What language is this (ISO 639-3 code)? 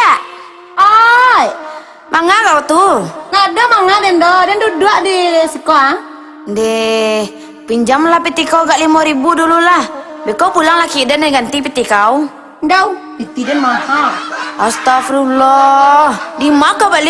min